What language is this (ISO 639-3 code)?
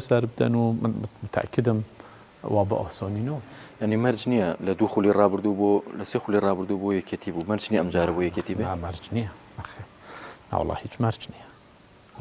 ckb